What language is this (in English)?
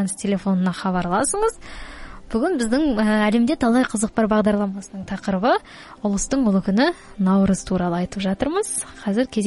Kazakh